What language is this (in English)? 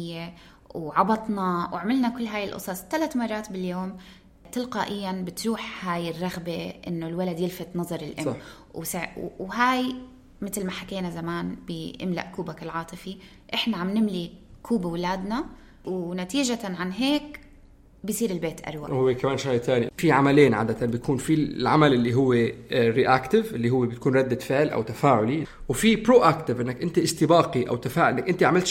North Levantine Arabic